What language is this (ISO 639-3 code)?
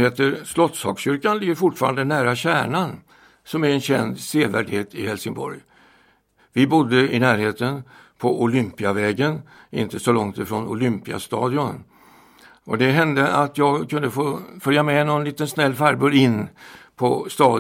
swe